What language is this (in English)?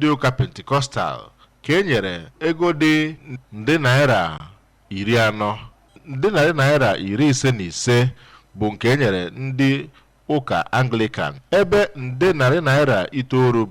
Igbo